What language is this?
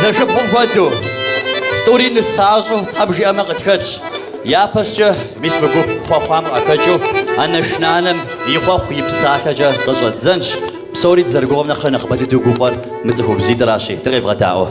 Kabardian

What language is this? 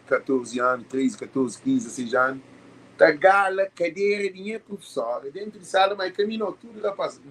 Kabuverdianu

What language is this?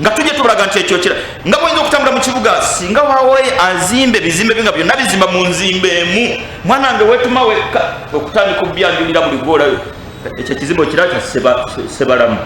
Ganda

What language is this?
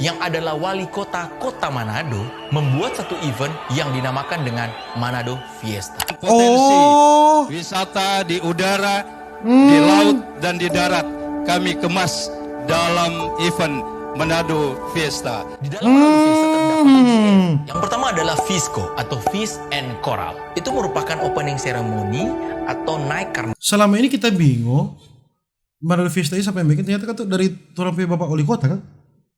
Manado Malay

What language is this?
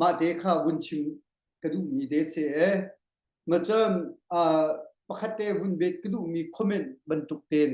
Hakha Chin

